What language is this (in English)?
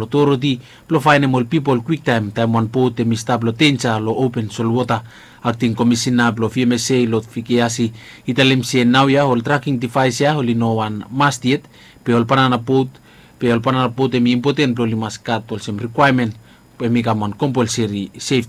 Bislama